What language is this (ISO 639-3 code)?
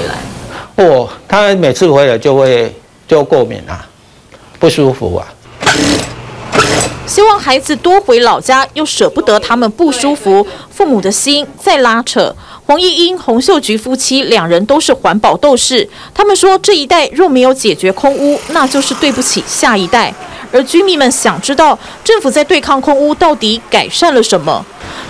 zho